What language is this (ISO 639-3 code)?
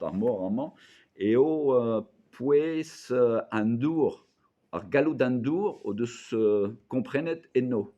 bre